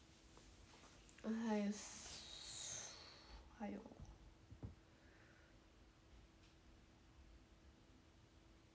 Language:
Japanese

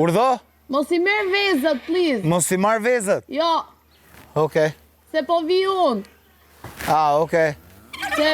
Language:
Albanian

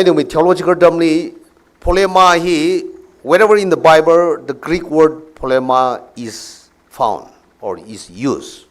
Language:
Tangkhul Naga (India)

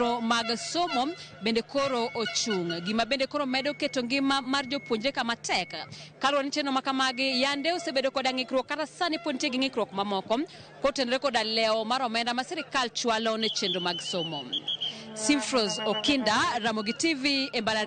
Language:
Luo (Kenya and Tanzania)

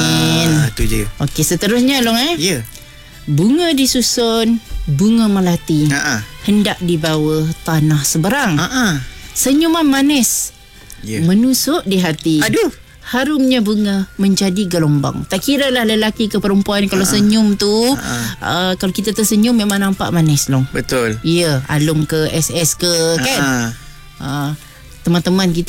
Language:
Malay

